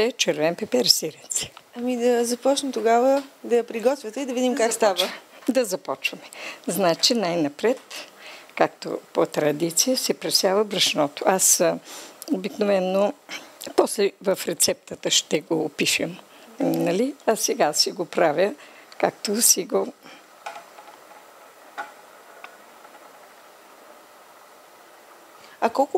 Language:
Bulgarian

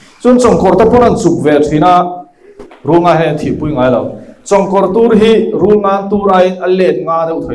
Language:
Mizo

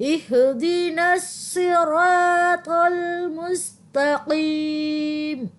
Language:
Divehi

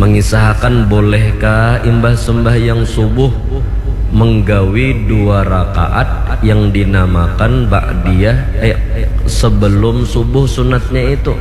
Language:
Banjar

